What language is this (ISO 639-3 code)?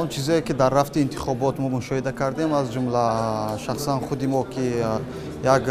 tgk